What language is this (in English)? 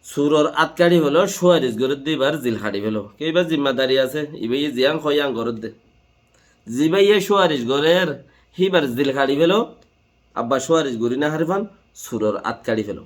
Rohingya